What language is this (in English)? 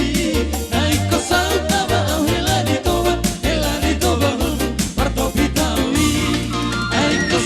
Batak Toba